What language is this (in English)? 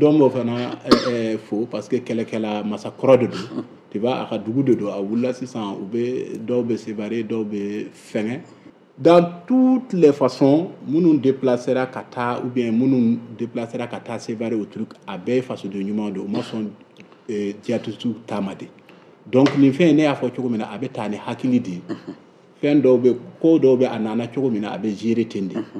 Bambara